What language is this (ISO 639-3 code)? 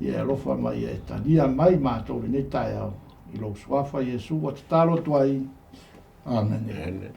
smo